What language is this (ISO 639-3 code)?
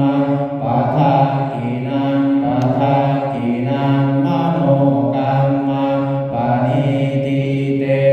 pli